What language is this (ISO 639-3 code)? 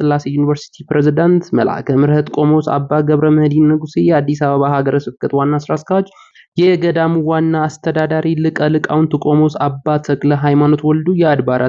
amh